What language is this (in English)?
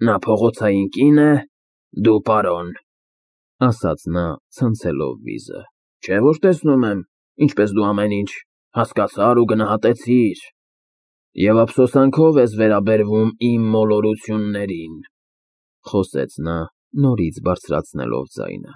Armenian